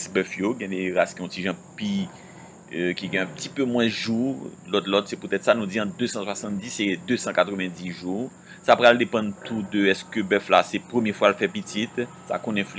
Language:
Haitian Creole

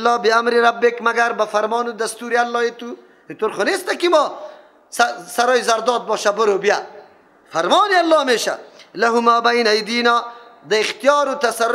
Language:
Persian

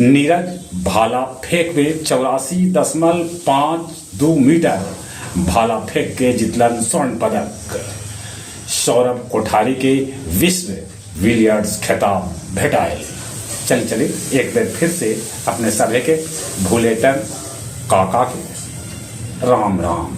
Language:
Magahi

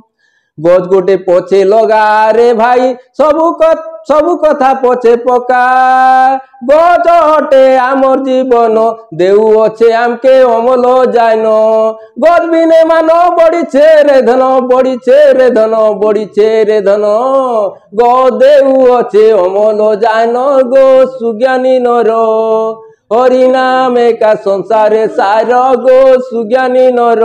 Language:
Odia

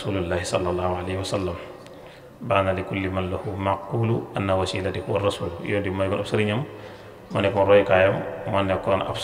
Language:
Wolof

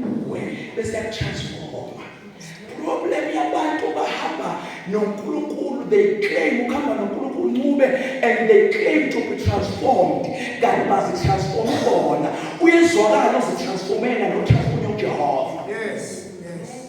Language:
Zulu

